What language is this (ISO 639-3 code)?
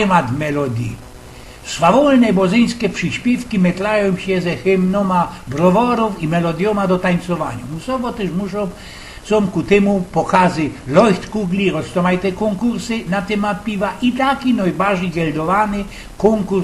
szl